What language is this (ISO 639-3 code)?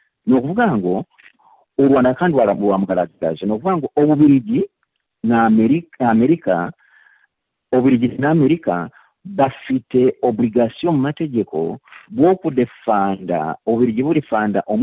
kin